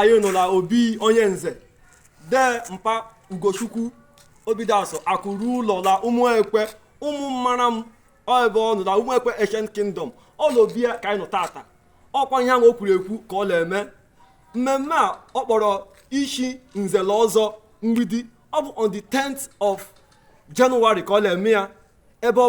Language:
Igbo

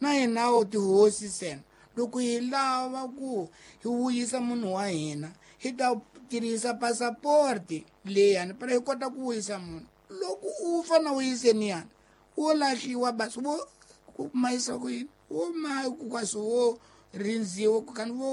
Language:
Tsonga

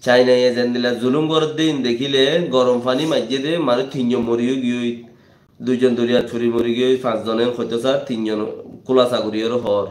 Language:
Rohingya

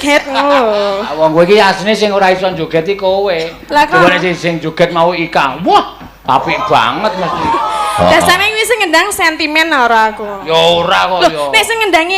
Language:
Javanese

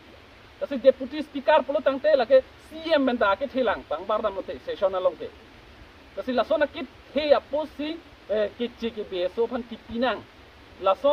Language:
Karbi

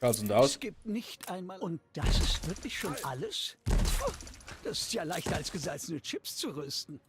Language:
Bavarian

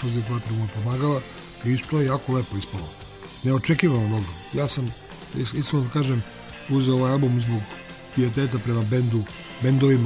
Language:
Serbian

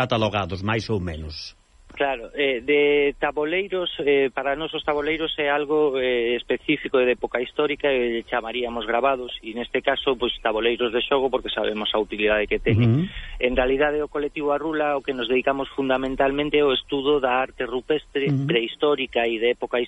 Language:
Galician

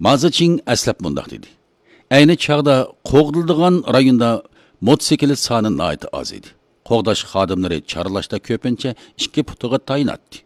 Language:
Uyghur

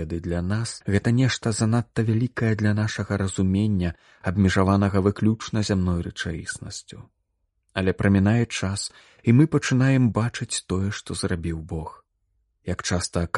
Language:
Belarusian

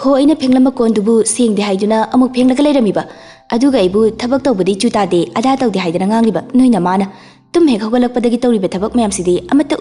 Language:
Manipuri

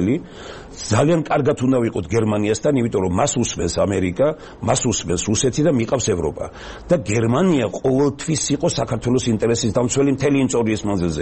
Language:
Georgian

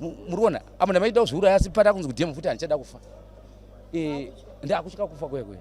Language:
Shona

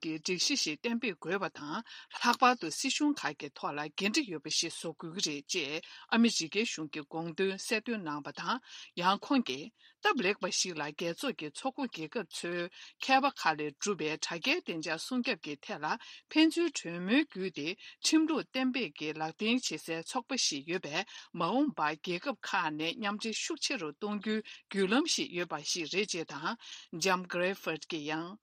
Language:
Tibetan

